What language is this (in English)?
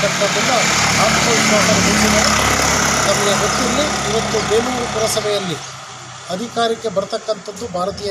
Kannada